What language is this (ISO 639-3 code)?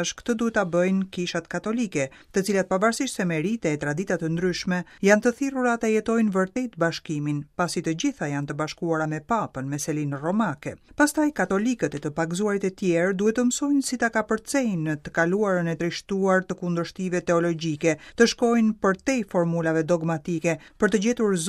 sqi